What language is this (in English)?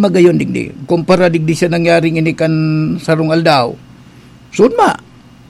Bikol